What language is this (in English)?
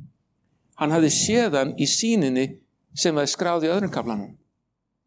Icelandic